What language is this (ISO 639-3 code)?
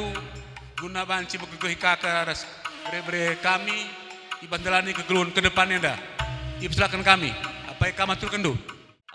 btx